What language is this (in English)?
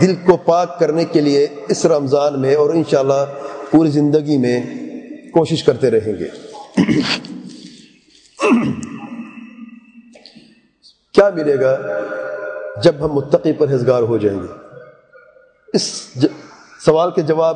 Urdu